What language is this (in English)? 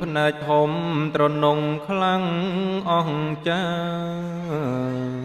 Khmer